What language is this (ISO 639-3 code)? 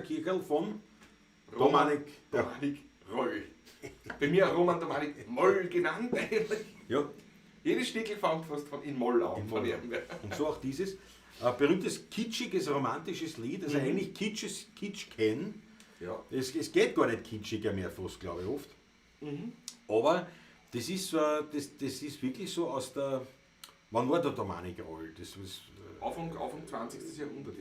bar